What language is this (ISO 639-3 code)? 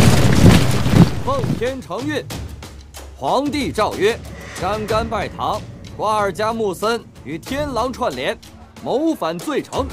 zho